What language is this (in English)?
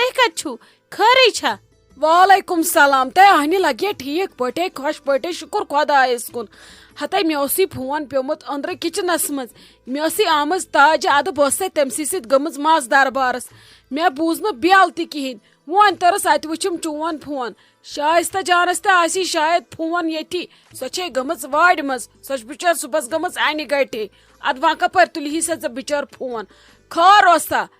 Kashmiri